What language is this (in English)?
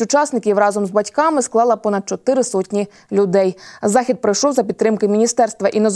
Ukrainian